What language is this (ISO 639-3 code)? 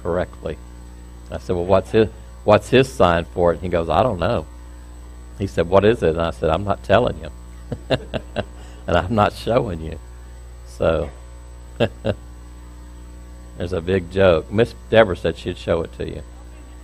eng